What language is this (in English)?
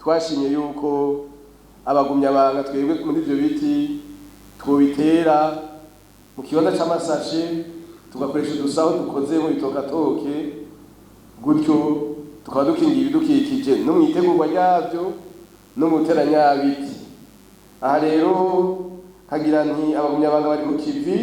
Rundi